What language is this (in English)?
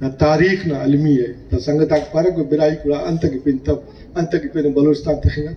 Brahui